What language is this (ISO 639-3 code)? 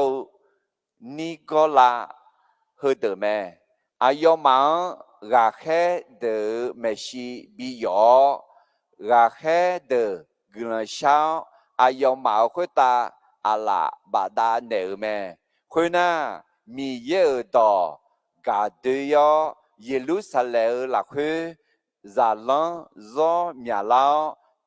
ahk